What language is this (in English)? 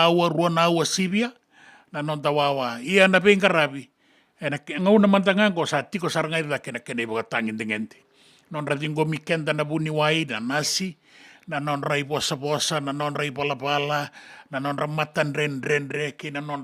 Fijian